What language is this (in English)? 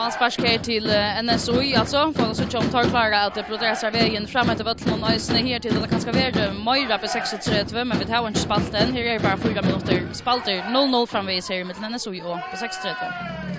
Faroese